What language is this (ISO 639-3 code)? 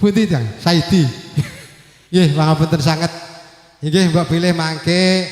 jav